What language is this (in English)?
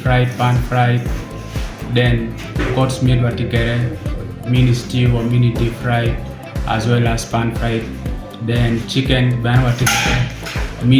Acoli